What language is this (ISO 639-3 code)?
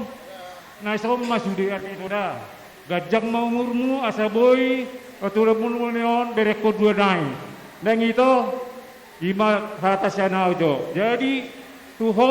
bbc